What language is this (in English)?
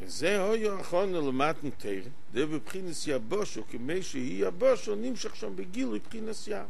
Yiddish